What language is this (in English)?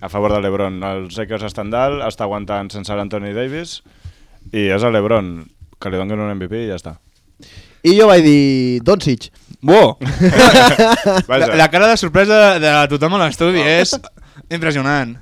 Catalan